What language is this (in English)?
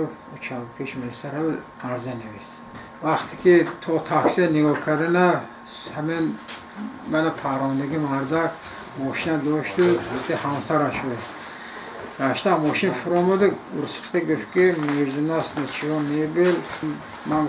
Tajik